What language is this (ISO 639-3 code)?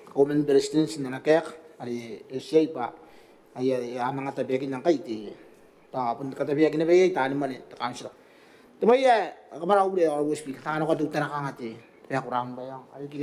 gil